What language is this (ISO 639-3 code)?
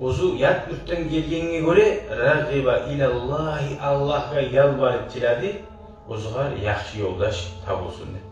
kum